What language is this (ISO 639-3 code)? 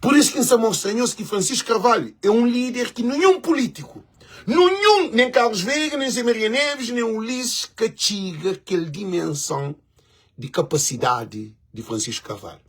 kea